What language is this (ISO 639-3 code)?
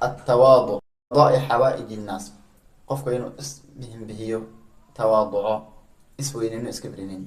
som